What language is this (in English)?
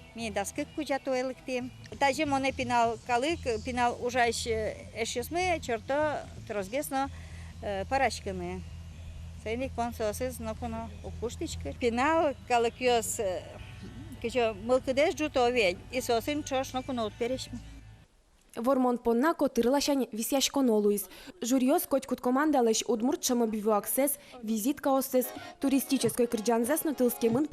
Udmurt